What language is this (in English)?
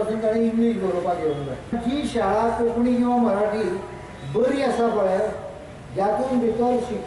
Konkani